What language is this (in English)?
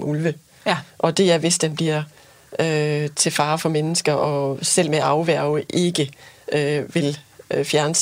Danish